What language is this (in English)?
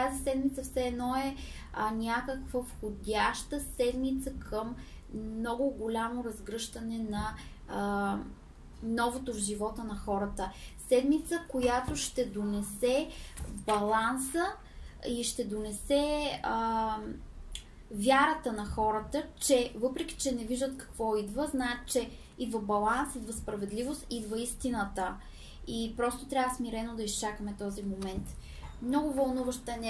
Bulgarian